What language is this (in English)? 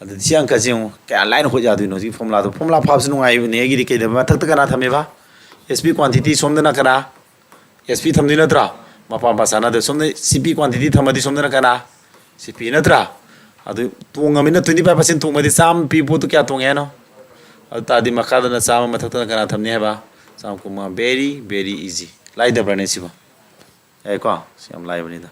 Manipuri